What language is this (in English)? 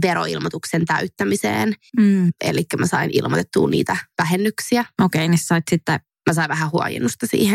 Finnish